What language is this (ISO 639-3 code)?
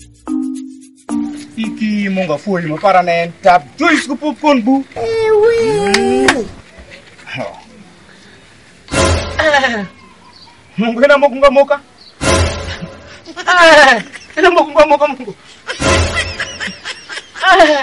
swa